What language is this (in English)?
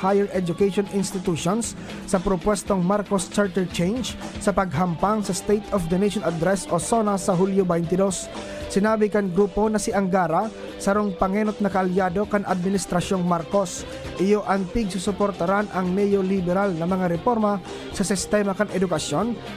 Bikol